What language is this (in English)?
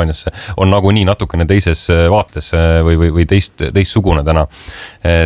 Estonian